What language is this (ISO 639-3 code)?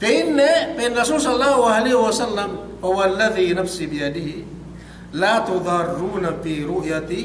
yka